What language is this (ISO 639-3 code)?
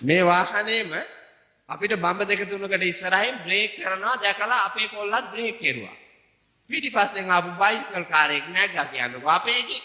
sin